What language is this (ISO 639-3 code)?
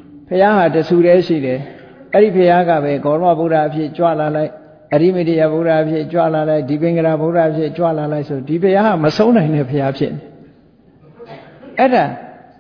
mya